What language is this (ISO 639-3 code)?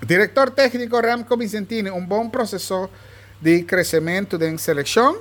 pap